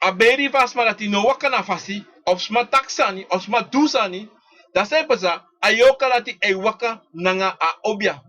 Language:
Sranan Tongo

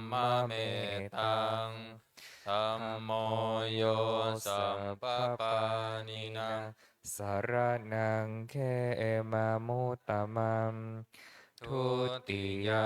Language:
Pali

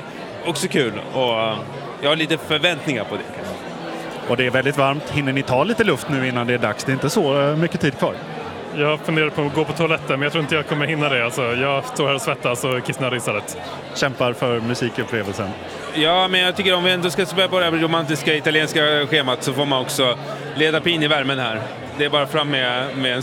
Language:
Swedish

